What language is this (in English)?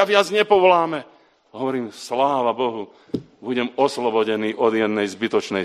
Slovak